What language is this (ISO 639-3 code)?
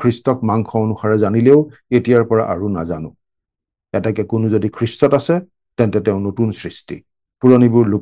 asm